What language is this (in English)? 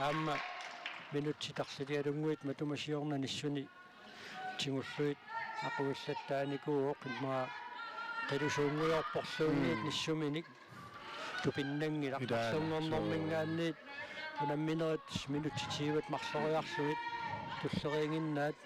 Kalaallisut